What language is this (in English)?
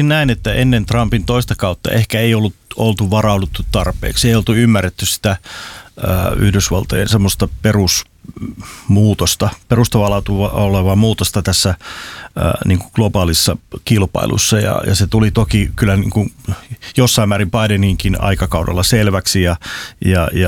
Finnish